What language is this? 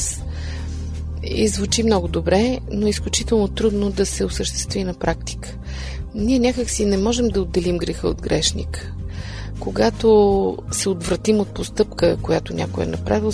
Bulgarian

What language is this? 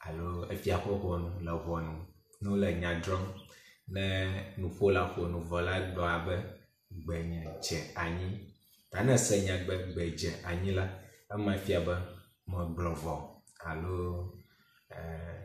Ewe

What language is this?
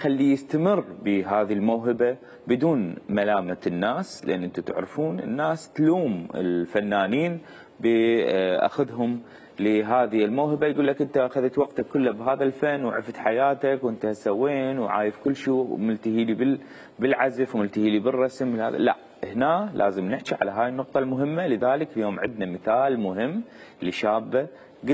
Mesopotamian Arabic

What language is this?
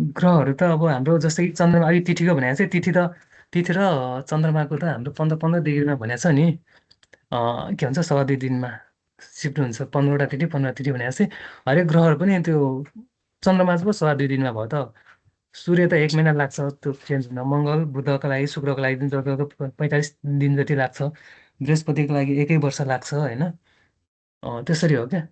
Nepali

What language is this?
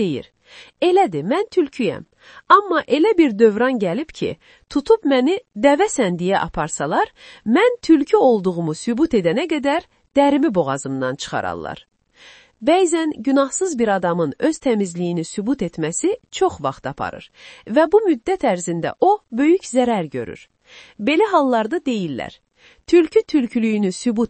Azerbaijani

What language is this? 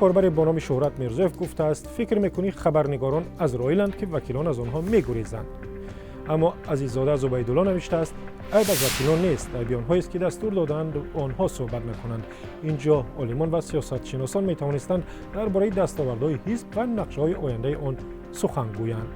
Tajik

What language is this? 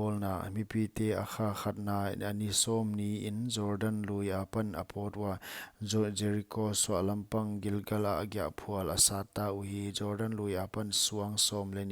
Paite Chin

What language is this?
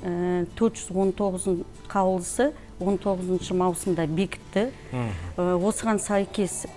Kazakh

